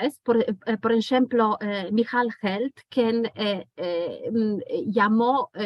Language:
Ladino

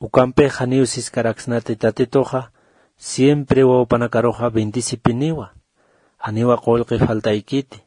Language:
Aymara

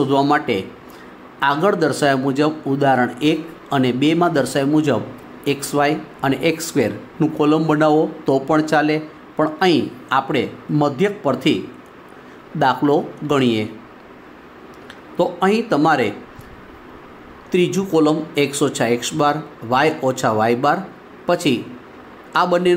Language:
Gujarati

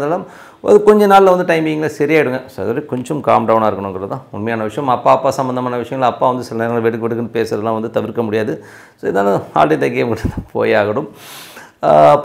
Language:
Tamil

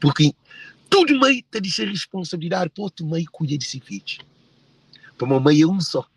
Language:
Kabuverdianu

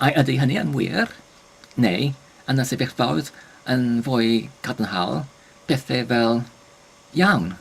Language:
Welsh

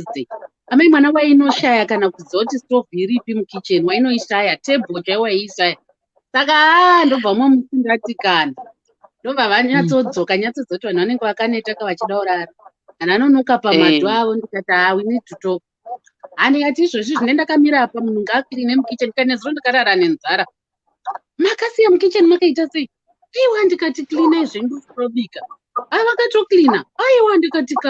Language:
Shona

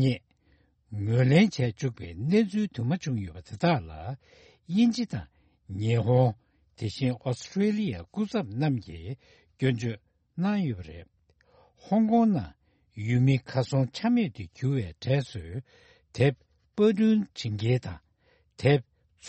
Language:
Tibetan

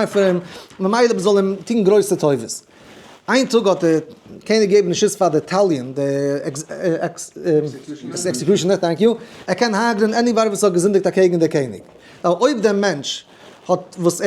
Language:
Yiddish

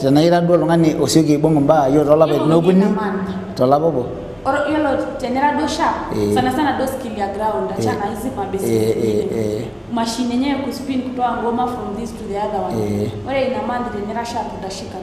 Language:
Masai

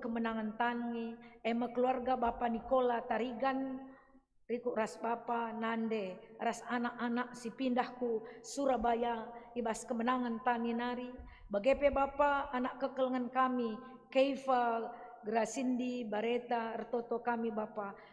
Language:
Batak Karo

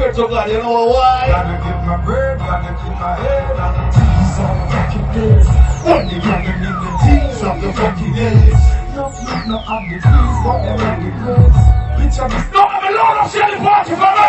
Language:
Jamaican Creole English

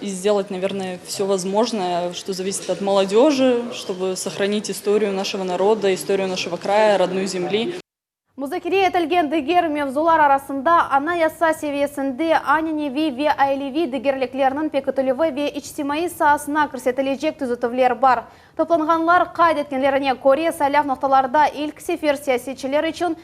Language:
Crimean Tatar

